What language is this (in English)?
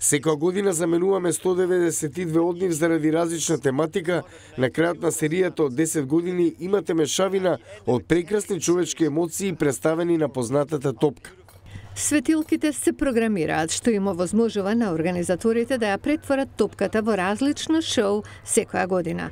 Macedonian